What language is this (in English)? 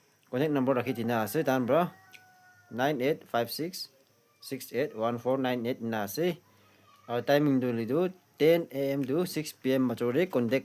Naga Pidgin